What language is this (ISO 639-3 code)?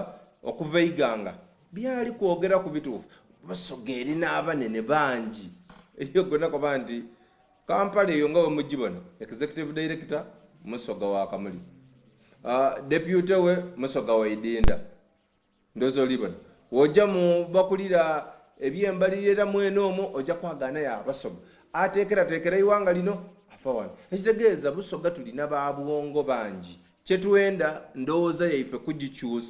xog